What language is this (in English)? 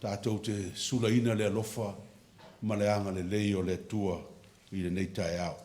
Samoan